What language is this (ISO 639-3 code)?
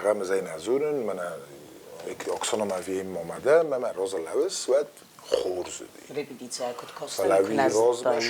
oss